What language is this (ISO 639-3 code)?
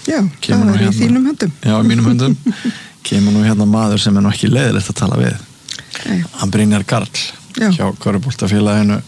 isl